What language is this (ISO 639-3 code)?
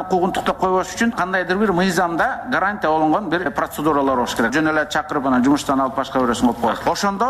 kir